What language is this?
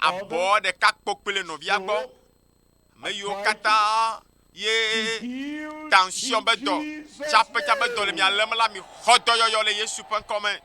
Ewe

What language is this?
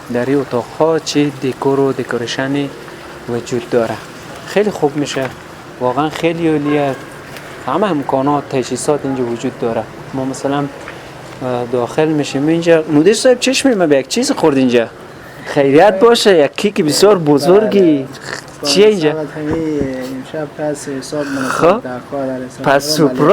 Persian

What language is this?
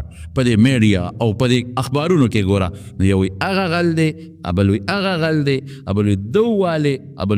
Pashto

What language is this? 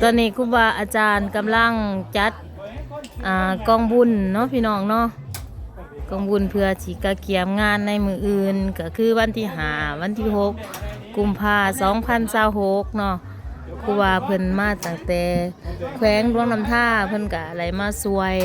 Lao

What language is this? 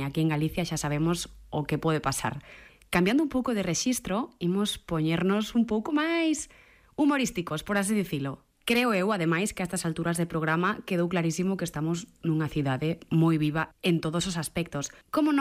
Galician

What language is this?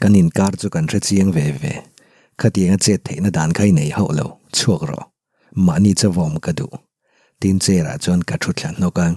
Mizo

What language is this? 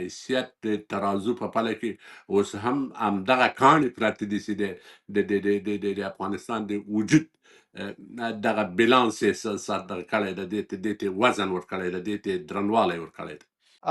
Pashto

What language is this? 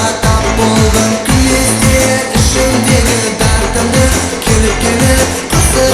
Kara-Kalpak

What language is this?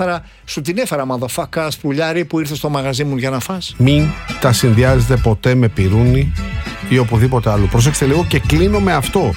Greek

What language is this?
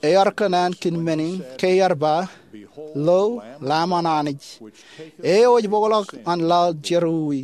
Marshallese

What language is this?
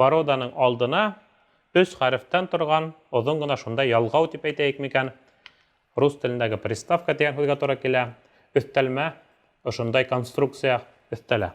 Bashkir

